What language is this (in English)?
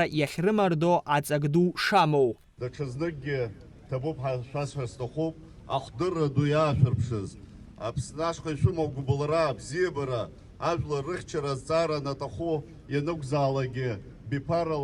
Abkhazian